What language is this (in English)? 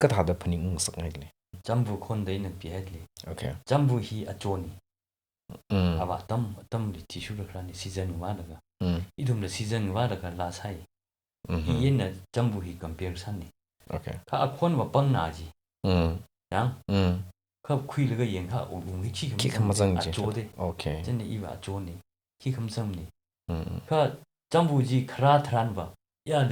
Tangkhul Naga (India)